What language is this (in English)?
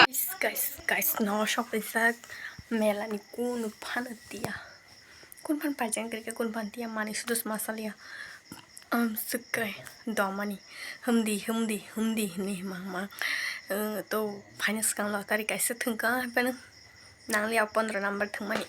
Kok Borok